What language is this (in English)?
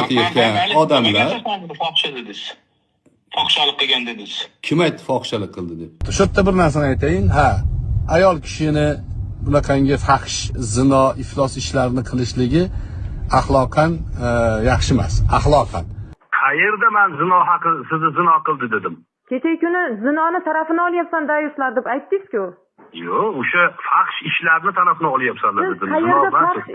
Uzbek